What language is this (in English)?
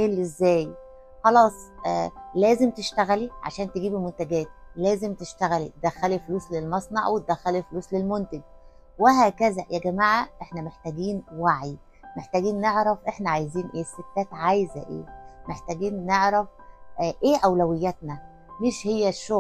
Egyptian Arabic